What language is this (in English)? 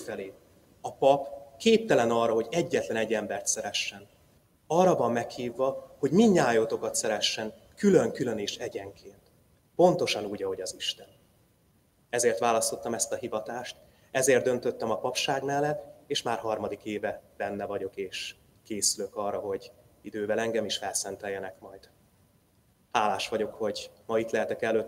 Hungarian